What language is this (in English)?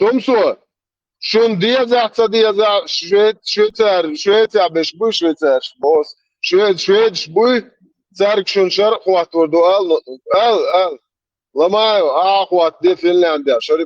Chechen